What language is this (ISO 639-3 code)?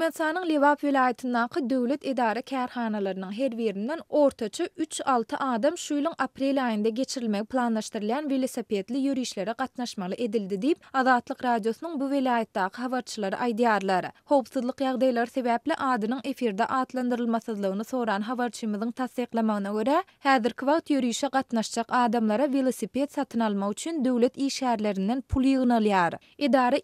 tuk